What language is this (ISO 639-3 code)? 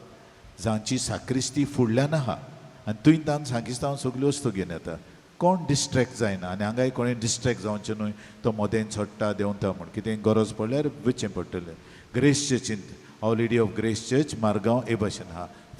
kok